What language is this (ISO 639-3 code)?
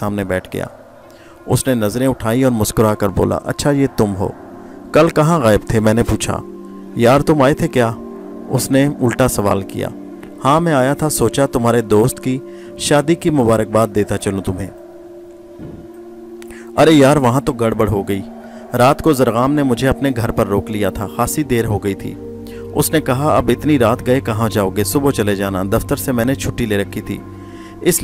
urd